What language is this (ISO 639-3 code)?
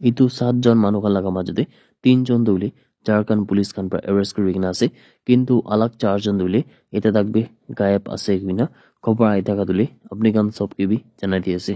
nag